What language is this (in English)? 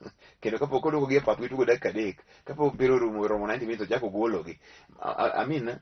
Luo (Kenya and Tanzania)